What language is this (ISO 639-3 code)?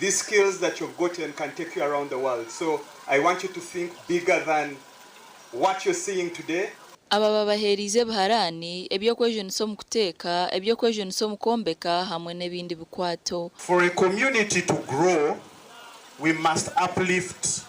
nyn